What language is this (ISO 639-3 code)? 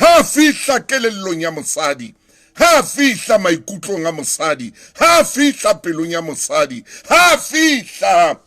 sot